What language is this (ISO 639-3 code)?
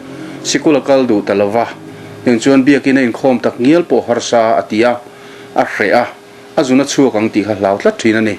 lus